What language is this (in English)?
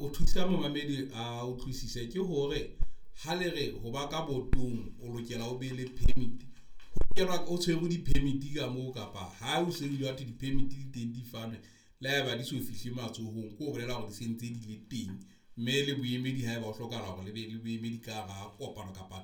Southern Sotho